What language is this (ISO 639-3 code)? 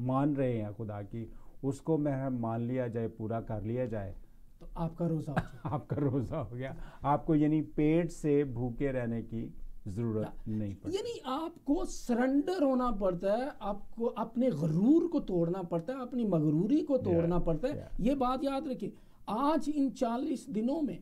urd